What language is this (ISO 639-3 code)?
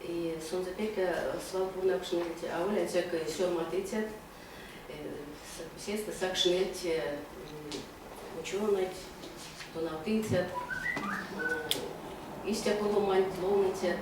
myv